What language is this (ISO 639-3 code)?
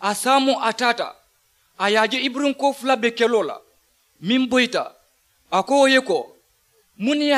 man